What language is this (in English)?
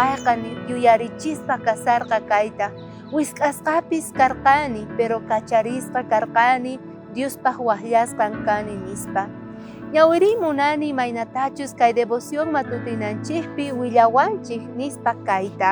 South Bolivian Quechua